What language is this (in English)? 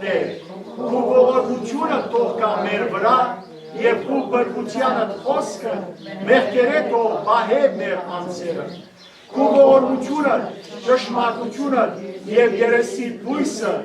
Western Armenian